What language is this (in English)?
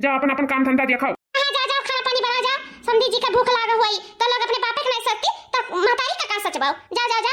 Awadhi